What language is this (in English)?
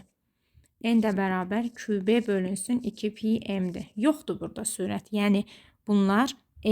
Azerbaijani